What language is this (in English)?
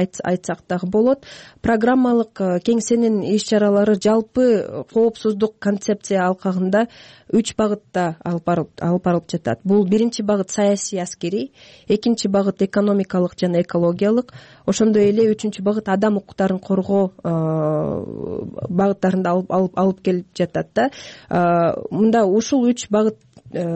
Kyrgyz